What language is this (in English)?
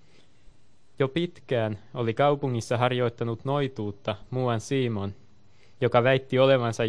Finnish